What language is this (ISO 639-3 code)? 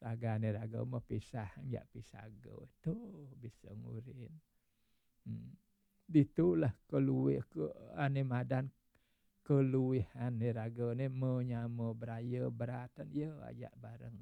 ban